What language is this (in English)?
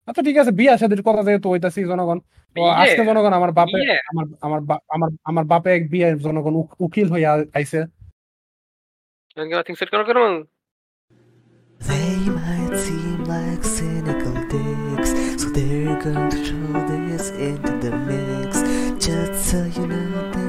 Bangla